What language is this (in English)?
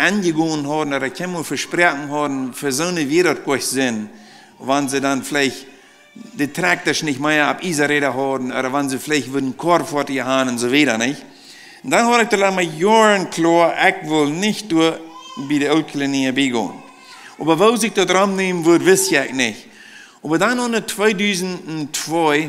Plautdietsch